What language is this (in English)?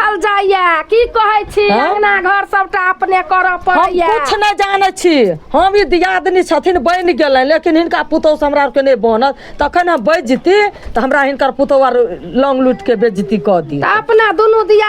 Maithili